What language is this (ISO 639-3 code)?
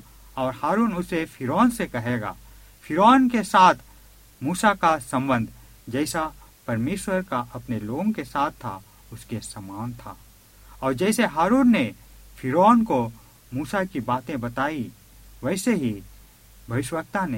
hin